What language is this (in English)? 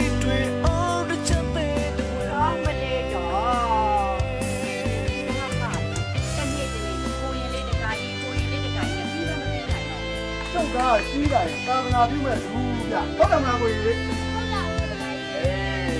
Burmese